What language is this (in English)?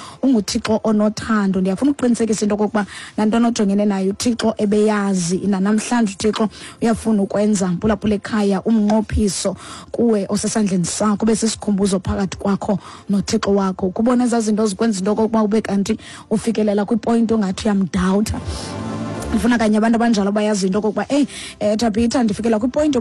Xhosa